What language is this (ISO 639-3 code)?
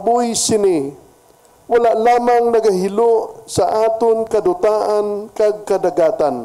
hil